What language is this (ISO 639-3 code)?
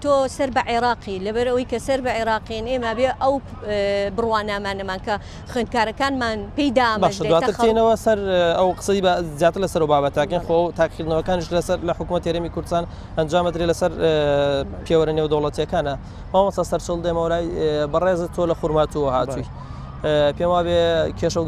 ckb